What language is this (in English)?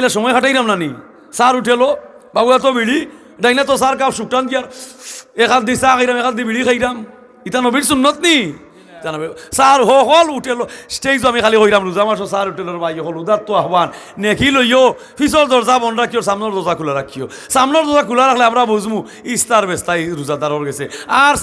Sylheti